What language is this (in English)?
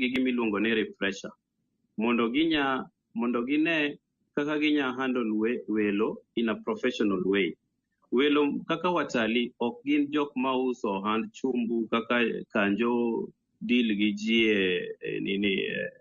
Luo (Kenya and Tanzania)